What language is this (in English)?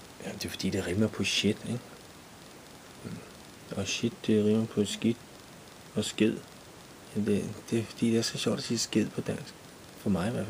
Danish